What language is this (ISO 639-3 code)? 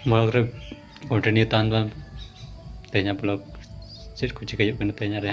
sat